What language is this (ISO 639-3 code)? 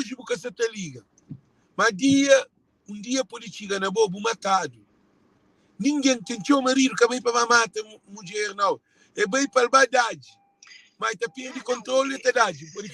kea